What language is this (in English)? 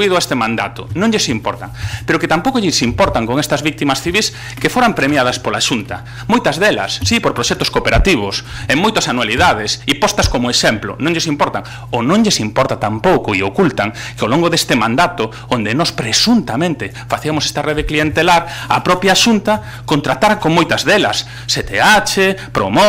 Galician